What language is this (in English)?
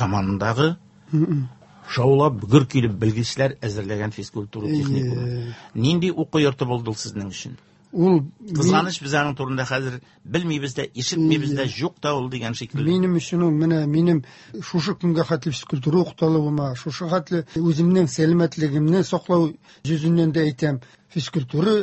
Tatar